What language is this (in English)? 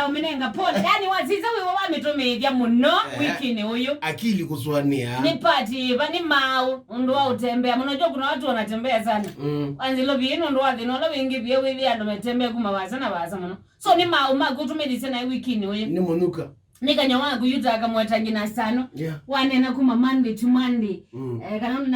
Kamba